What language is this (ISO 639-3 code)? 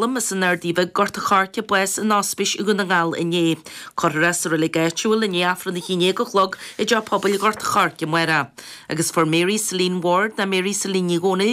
gle